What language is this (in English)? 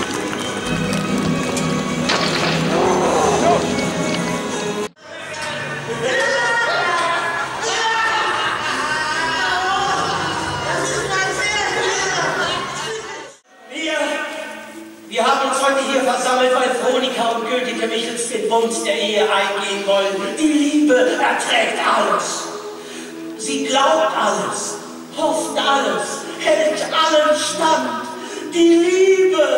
German